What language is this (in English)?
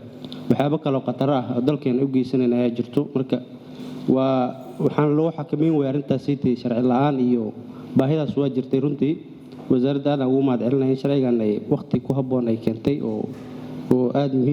Somali